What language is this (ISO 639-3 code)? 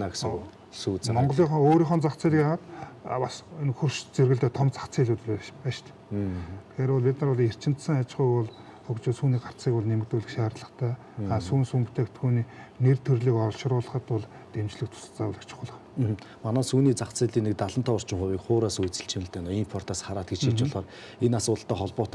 mon